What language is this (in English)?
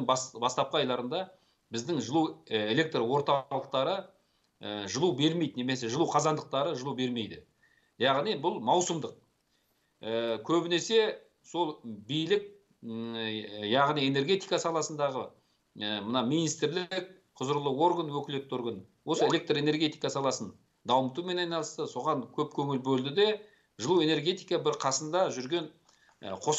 Kazakh